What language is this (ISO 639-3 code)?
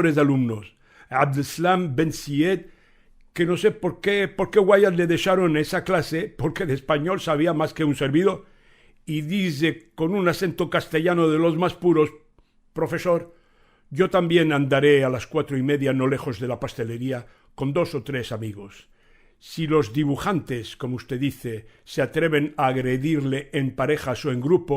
lad